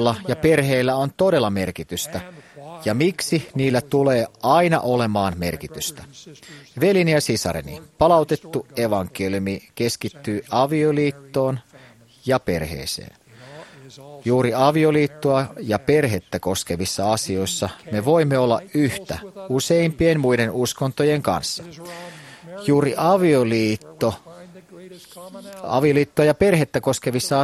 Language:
Finnish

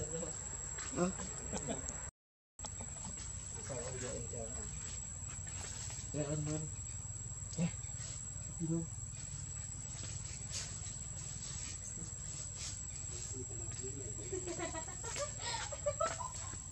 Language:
Vietnamese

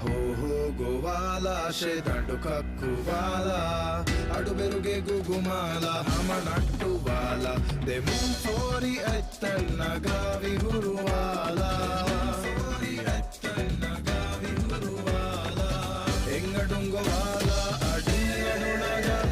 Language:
Divehi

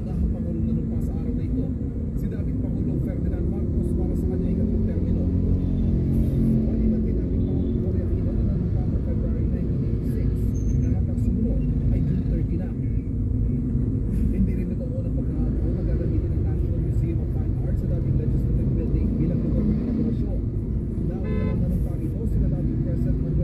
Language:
Filipino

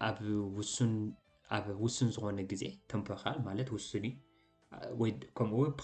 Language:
Tigrinya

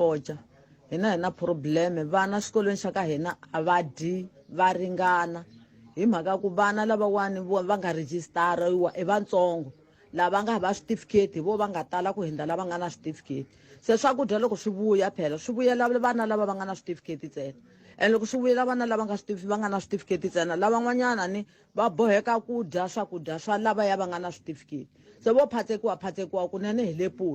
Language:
Tsonga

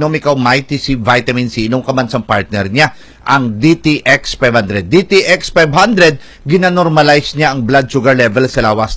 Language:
Hiligaynon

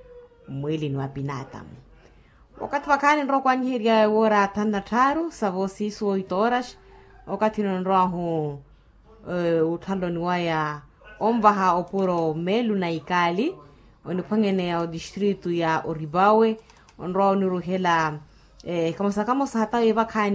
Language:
Makhuwa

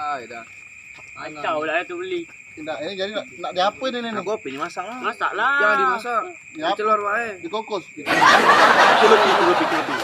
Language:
Musi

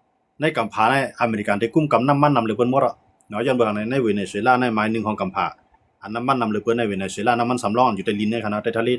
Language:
Shan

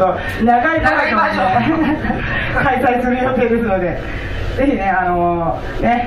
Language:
Japanese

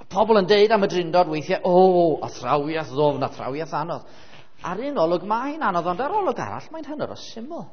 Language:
Welsh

